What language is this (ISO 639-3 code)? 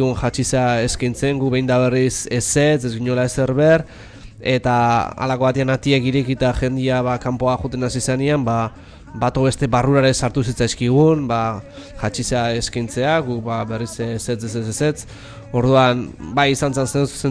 eus